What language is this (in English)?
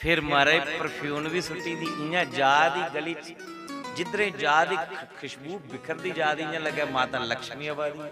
Dogri